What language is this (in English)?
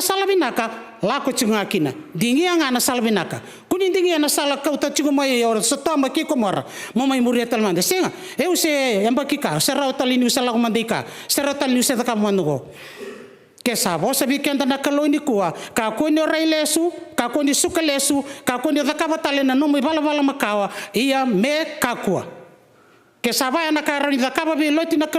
Fijian